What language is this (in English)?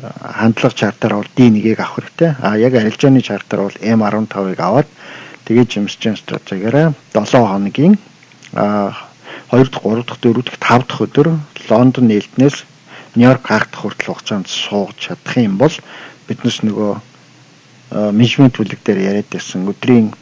Mongolian